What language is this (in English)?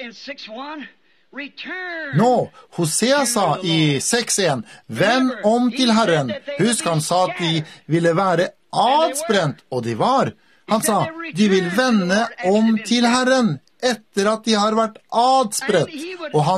Norwegian